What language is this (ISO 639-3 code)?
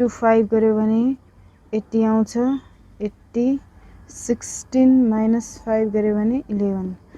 nep